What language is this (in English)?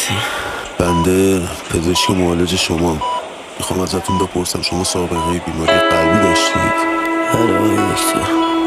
Persian